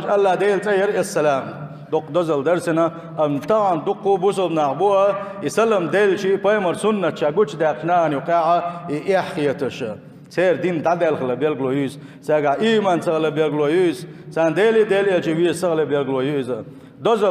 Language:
Chechen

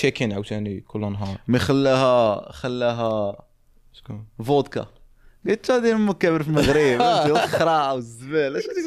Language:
Moroccan Arabic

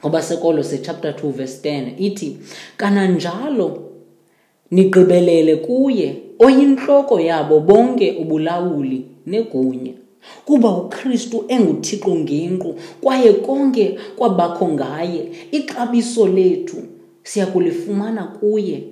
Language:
Xhosa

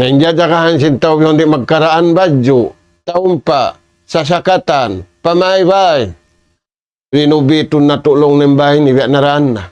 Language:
Tausug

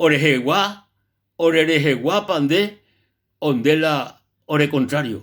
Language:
Guarani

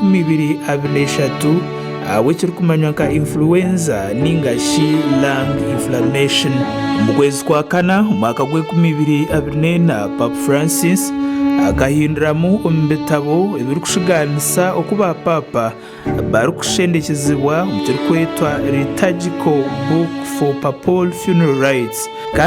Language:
Nyankole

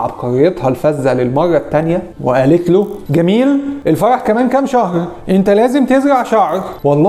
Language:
Egyptian Arabic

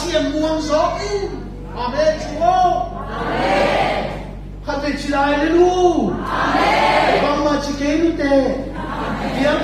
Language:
Tedim Chin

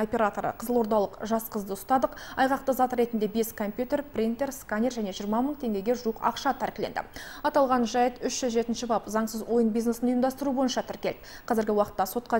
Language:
Kazakh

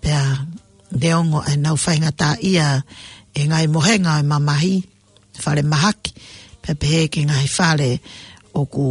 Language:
Tongan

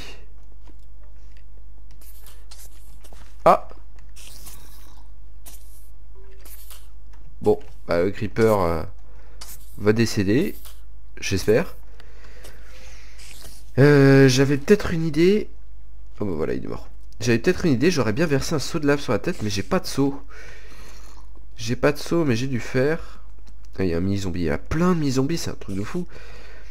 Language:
French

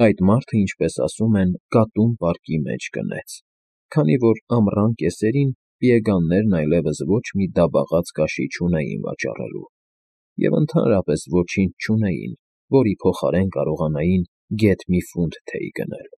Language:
Armenian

